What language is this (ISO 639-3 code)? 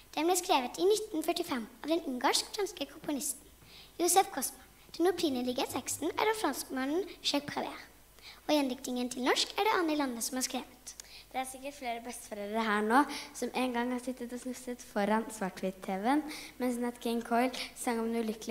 nor